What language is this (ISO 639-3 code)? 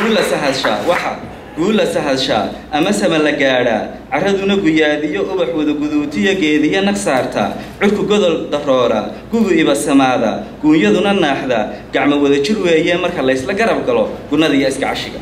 som